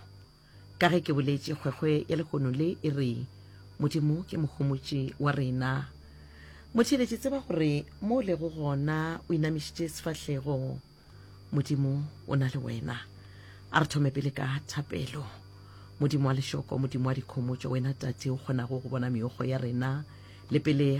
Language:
Northern Sotho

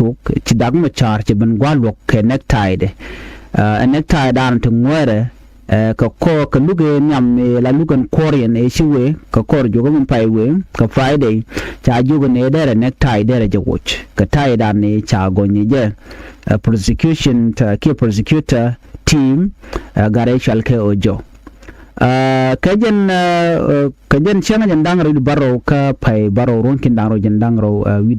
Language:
Nuer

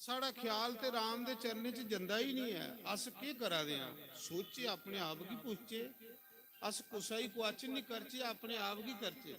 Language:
Dogri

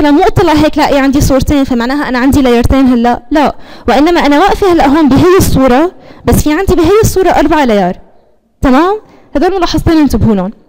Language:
North Levantine Arabic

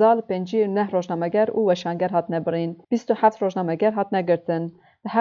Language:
Kurdish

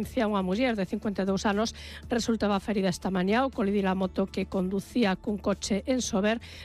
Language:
Galician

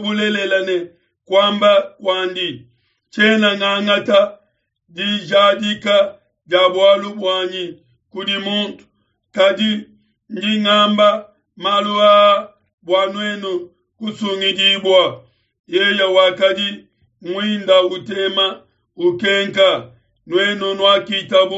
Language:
Luba-Lulua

